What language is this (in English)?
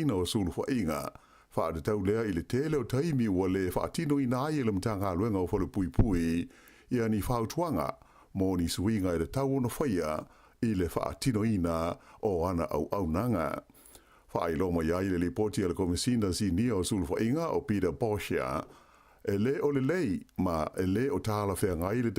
Samoan